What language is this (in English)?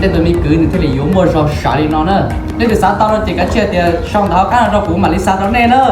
Hmong